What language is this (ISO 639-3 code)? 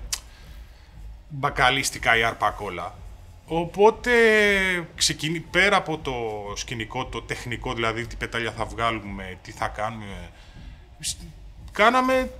ell